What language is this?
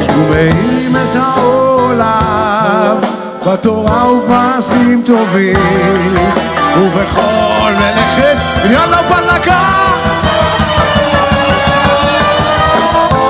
Hebrew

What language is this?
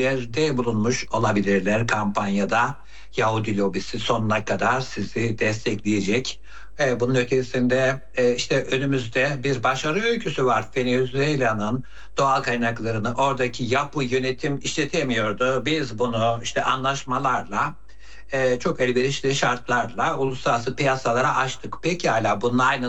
Turkish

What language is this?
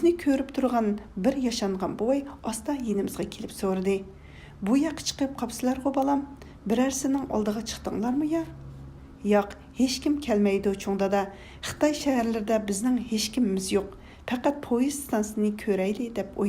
Uyghur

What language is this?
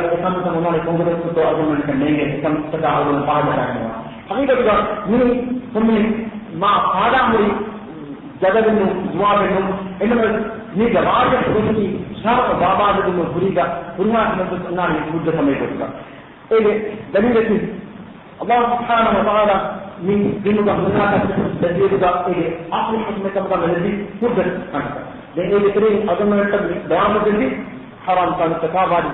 Divehi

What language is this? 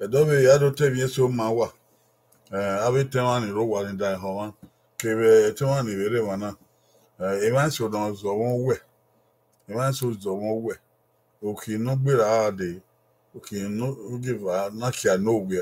Bini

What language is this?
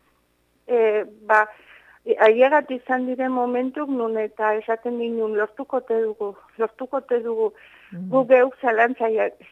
Basque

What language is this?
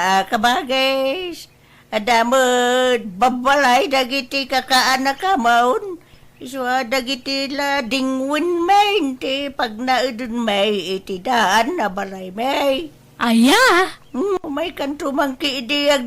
Iloko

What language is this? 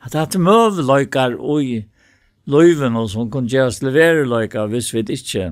Faroese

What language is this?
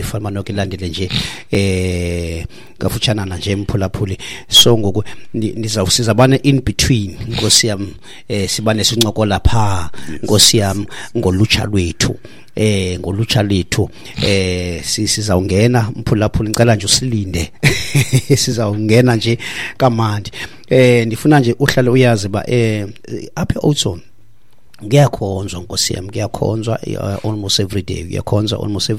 Xhosa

